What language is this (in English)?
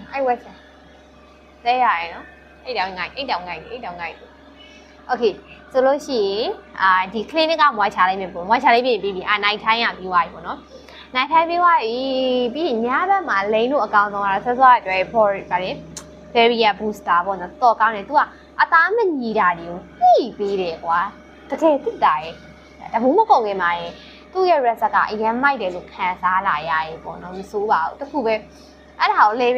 Burmese